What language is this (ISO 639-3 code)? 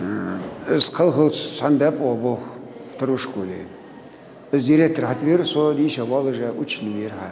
inh